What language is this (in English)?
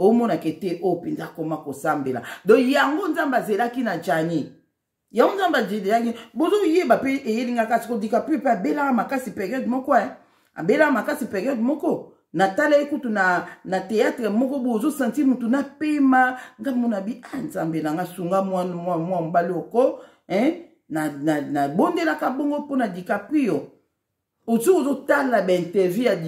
Lingala